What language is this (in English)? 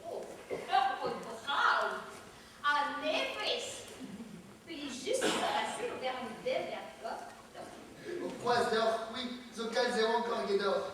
Breton